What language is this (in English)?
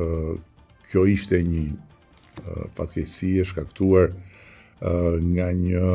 Albanian